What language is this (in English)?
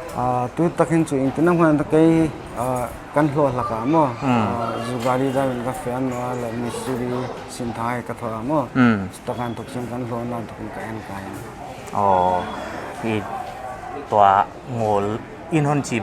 Paite Chin